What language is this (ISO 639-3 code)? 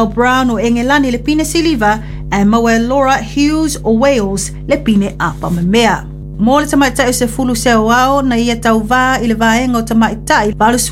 smo